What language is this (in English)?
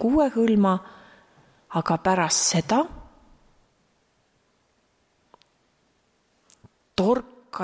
Estonian